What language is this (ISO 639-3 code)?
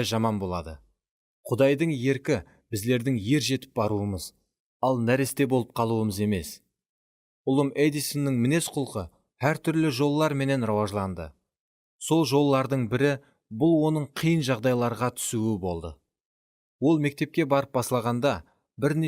kaa